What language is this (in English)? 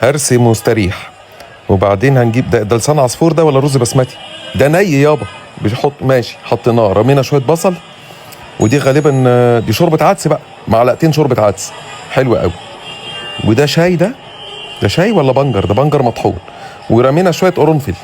Egyptian Arabic